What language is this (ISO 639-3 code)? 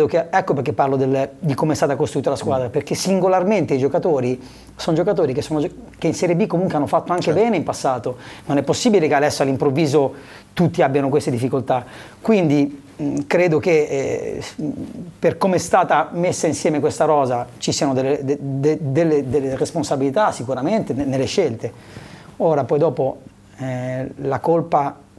ita